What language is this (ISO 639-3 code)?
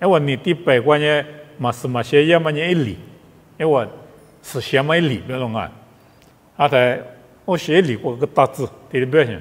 lis